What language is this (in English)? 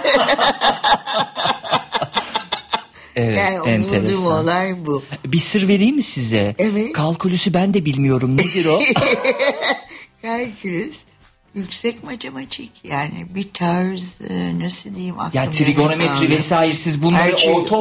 Turkish